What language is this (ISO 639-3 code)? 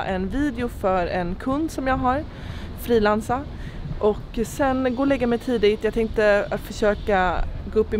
swe